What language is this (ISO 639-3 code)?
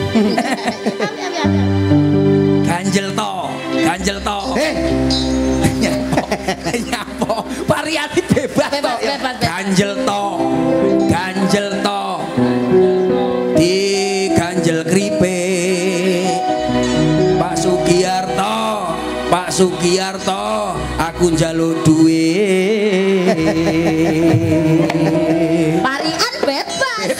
jav